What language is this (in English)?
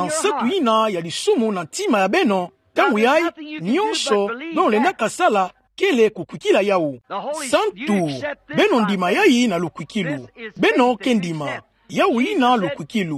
Kituba (Democratic Republic of Congo)